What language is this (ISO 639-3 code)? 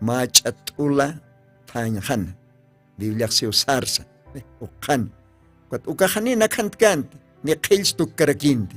aym